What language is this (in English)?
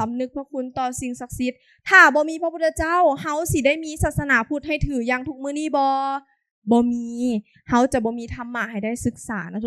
Lao